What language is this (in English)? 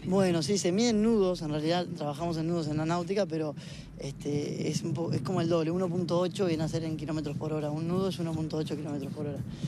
Spanish